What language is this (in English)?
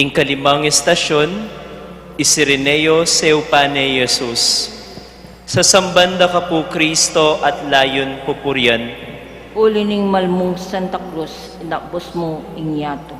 Pampanga